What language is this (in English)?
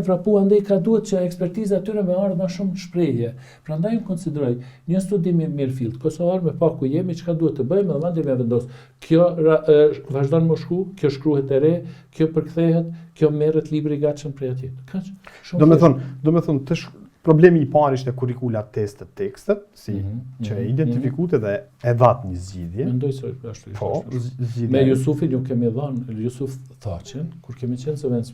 Albanian